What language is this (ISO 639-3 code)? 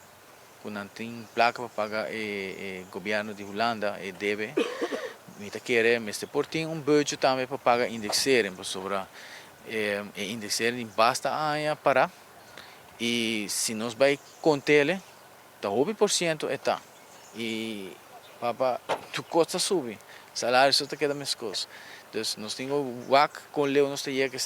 pap